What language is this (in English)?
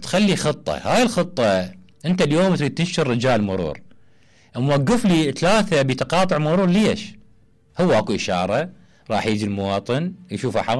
Mesopotamian Arabic